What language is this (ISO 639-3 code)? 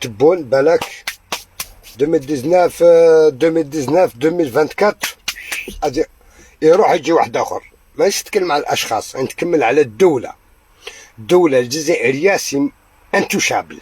arq